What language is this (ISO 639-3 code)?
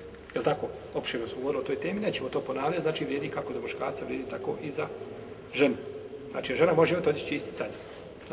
bos